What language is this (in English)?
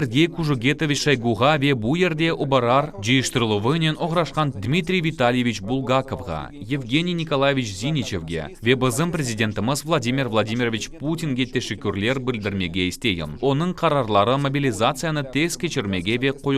Crimean Tatar